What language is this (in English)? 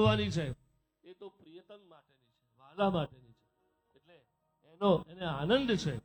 Gujarati